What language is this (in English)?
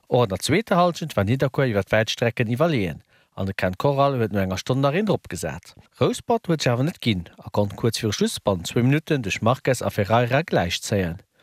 Luxembourgish